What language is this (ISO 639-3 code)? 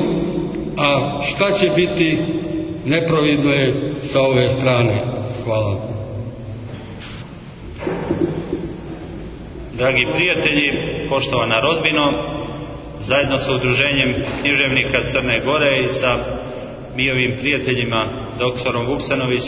srp